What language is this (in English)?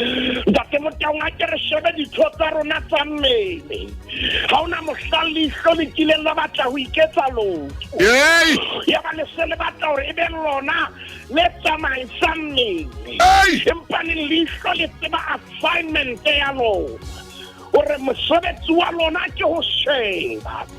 Southern Sotho